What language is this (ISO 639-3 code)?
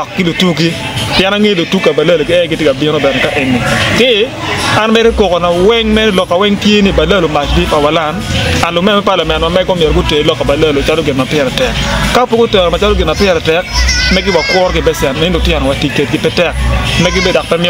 ach